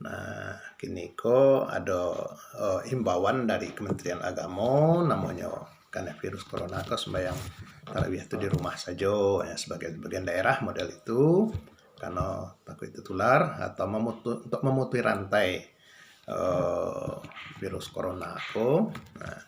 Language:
Minangkabau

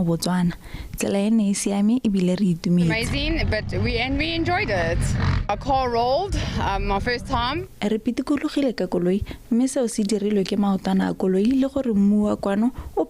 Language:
Tswana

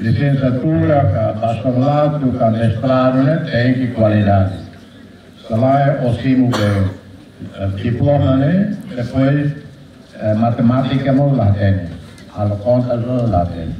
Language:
Tetum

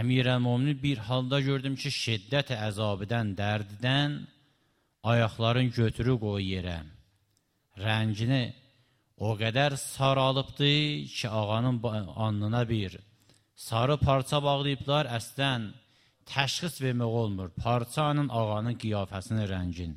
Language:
Azerbaijani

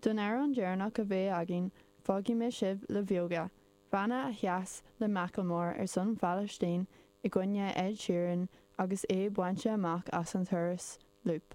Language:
Irish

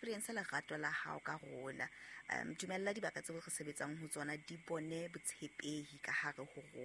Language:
Southern Sotho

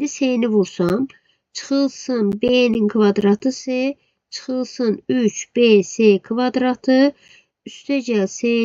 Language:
Azerbaijani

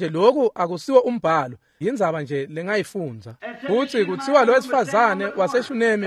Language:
Swati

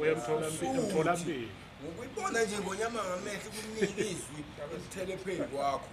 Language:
Zulu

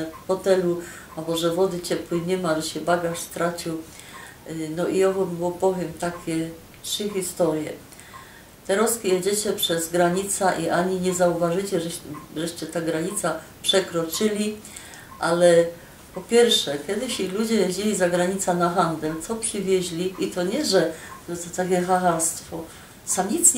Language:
Silesian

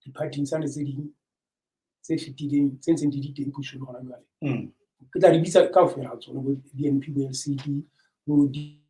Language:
Southern Sotho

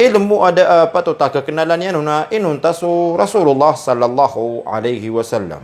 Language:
Maranao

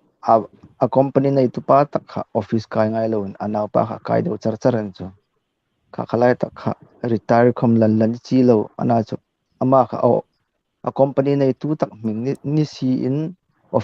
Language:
Hmar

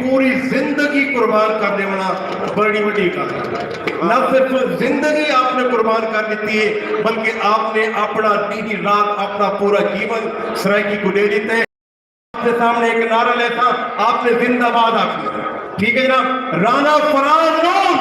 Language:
Saraiki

